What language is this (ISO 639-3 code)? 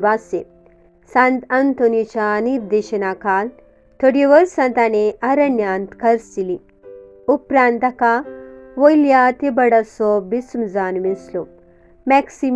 kok